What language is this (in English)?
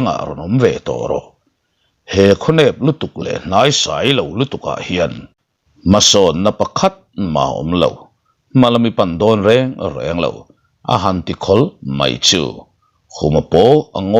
Mizo